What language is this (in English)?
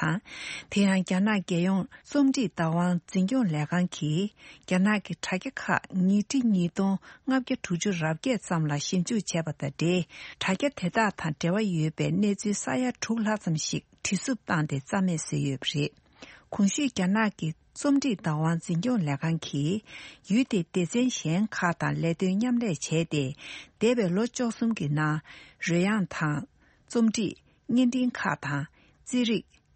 Tibetan